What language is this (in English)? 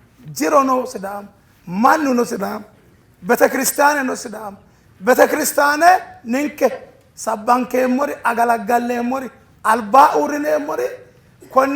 Sidamo